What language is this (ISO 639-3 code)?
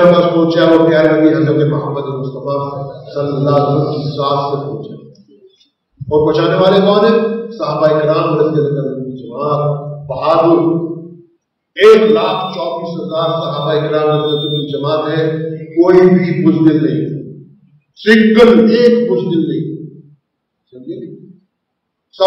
urd